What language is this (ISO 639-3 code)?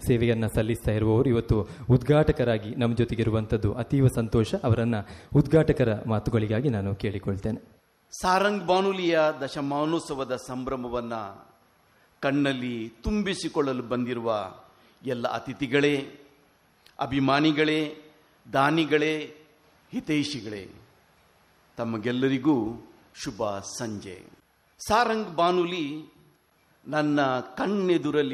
kan